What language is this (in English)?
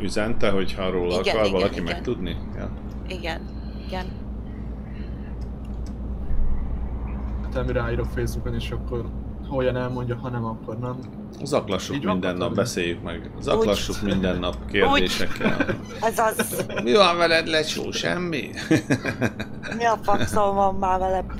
Hungarian